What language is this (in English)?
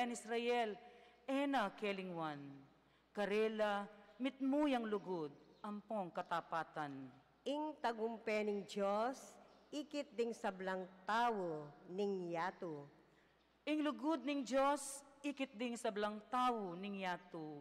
Pampanga